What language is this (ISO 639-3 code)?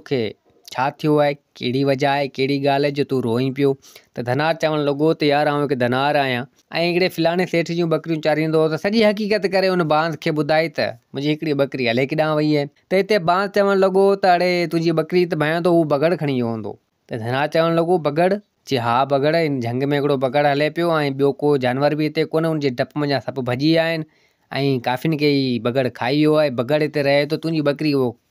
snd